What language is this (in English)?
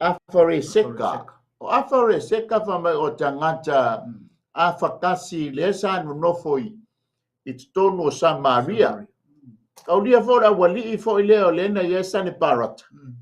Samoan